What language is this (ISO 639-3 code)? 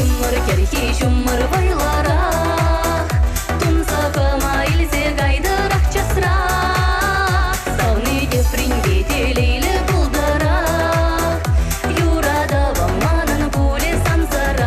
chv